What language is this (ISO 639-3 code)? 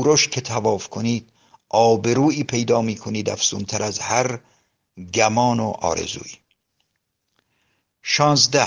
fas